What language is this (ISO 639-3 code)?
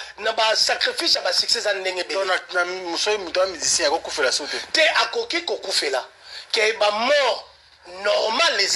lin